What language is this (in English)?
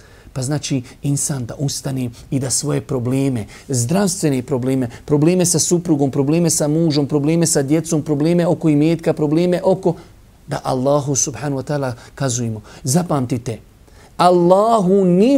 Bosnian